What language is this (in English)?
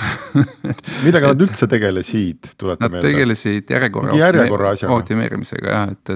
Estonian